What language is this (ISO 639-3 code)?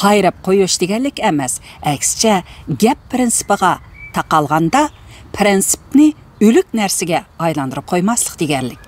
uig